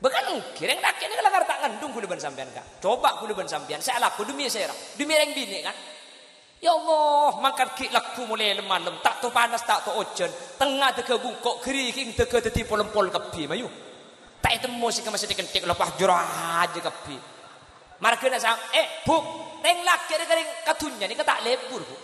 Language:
Madurese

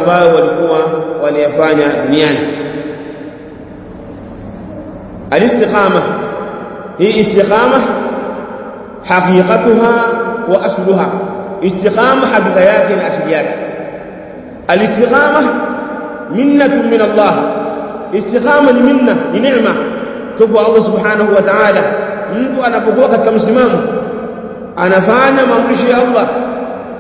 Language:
Swahili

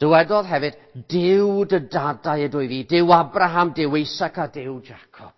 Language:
Welsh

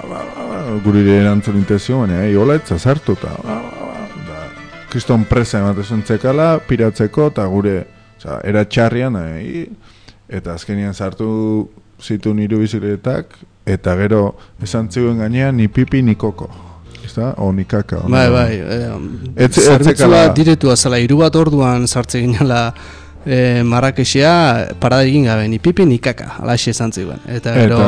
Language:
Basque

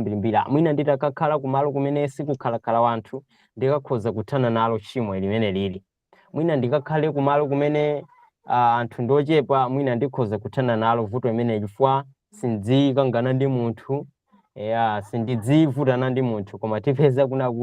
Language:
Nyanja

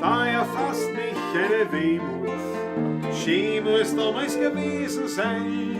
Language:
Bavarian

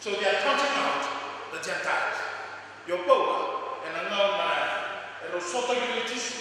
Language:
Fijian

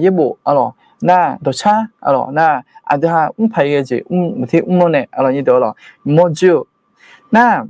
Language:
Akha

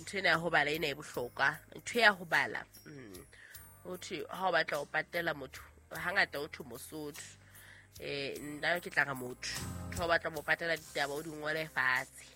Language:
Southern Sotho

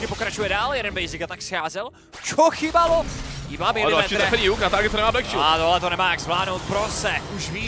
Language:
Czech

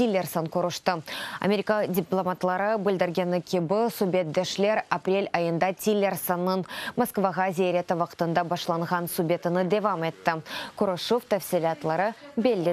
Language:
Crimean Tatar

